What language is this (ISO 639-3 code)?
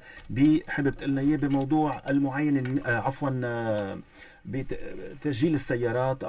apc